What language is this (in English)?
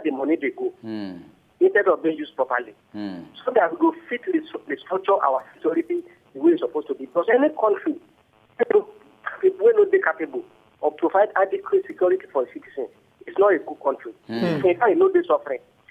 Nigerian Pidgin